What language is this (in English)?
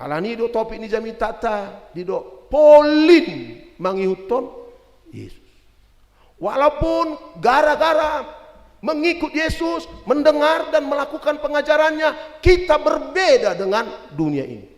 Batak Toba